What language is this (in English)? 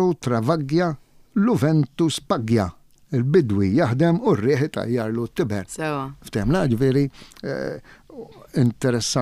Maltese